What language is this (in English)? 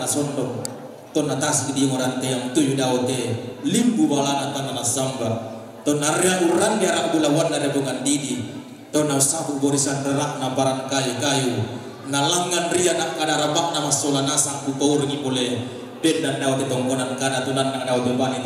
Toraja-Sa'dan